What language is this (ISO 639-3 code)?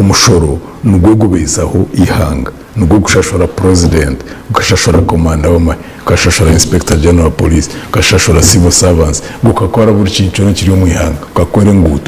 nyn